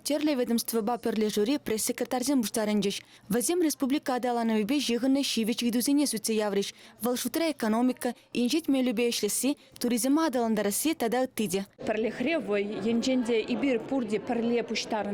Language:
Chuvash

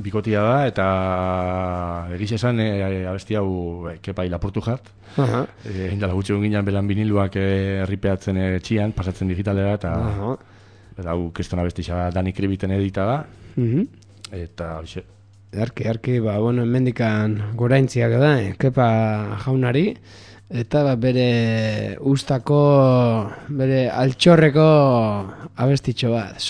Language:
Basque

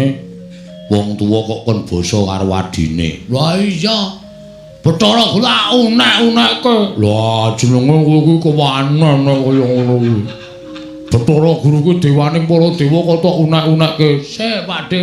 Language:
Javanese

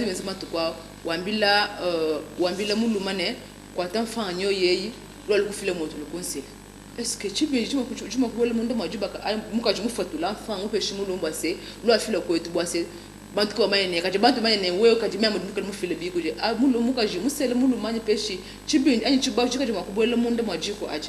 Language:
Luba-Lulua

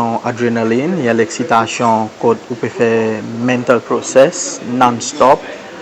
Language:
Seselwa Creole French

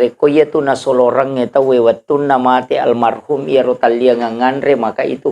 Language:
Buginese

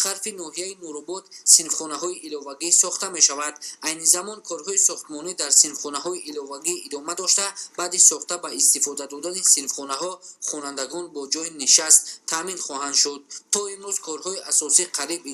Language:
Tajik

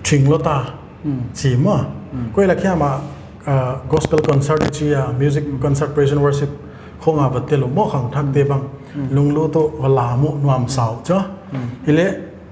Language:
Paite Chin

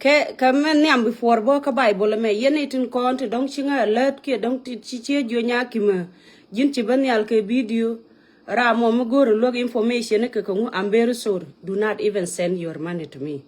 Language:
Nuer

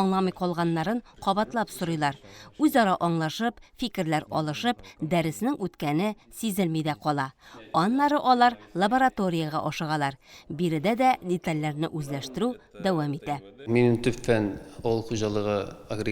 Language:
Tatar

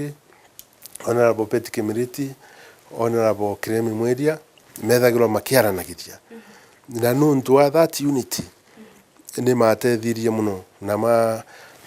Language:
Meru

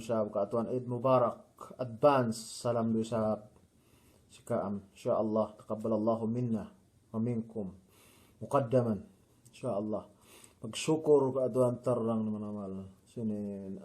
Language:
Yakan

